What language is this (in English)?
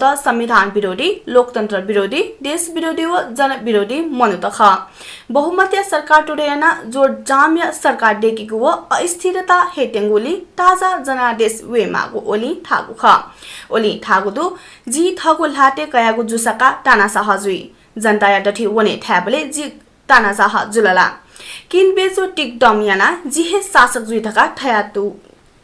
Newari